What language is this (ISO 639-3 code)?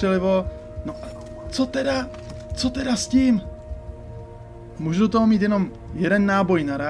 ces